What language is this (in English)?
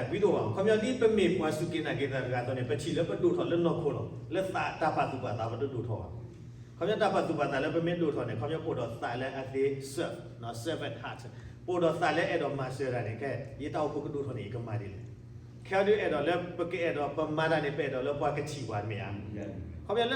S'gaw Karen